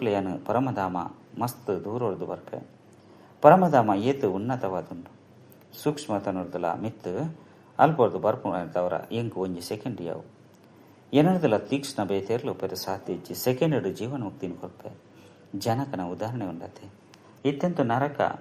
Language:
Tulu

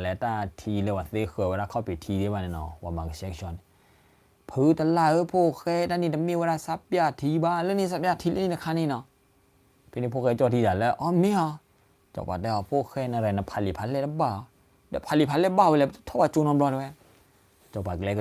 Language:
S'gaw Karen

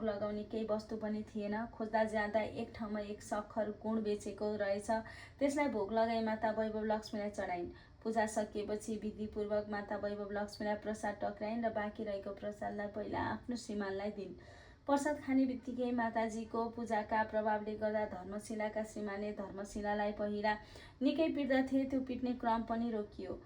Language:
Nepali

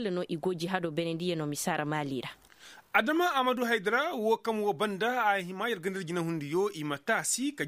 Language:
Koyraboro Senni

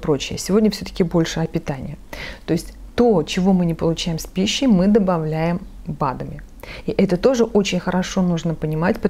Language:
Russian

